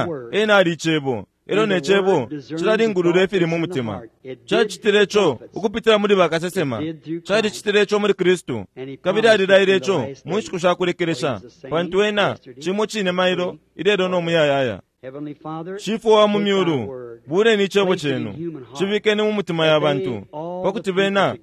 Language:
Bemba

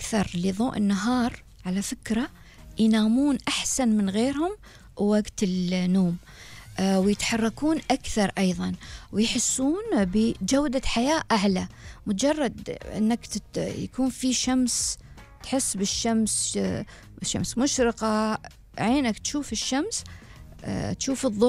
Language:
Gulf Arabic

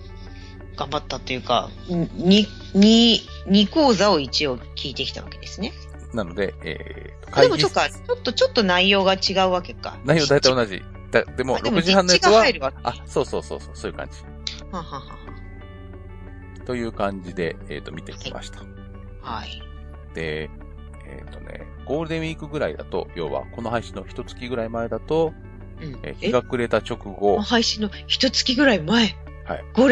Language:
Japanese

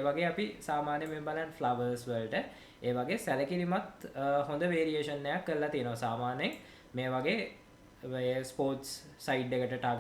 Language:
Sinhala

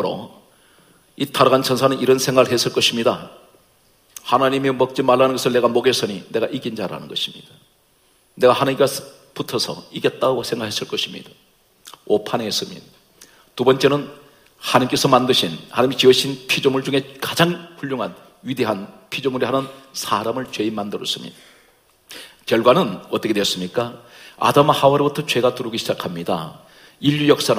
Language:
Korean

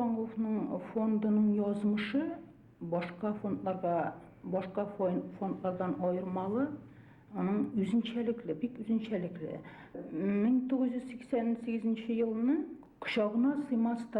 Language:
Bashkir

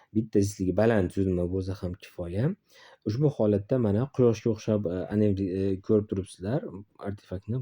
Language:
Uzbek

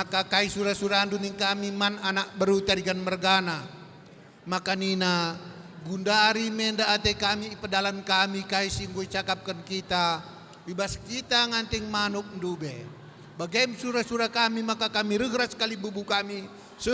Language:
Batak Karo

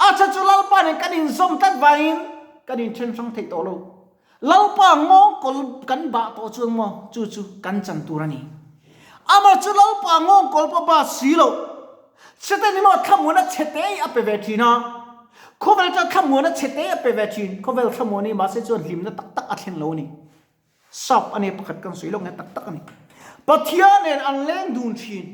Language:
Mizo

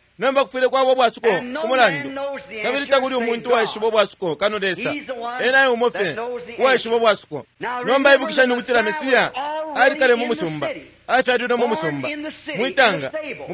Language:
Bemba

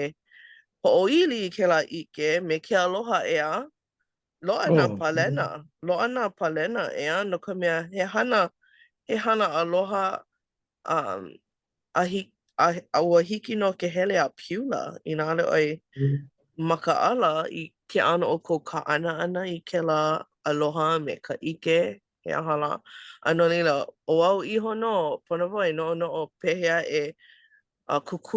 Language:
Hawaiian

